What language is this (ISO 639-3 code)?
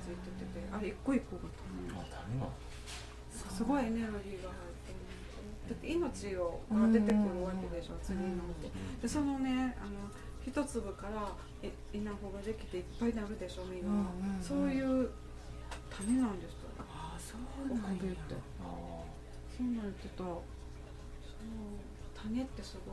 jpn